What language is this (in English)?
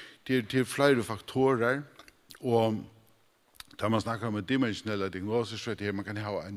Faroese